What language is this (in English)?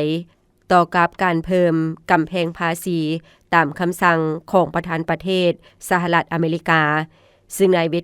Lao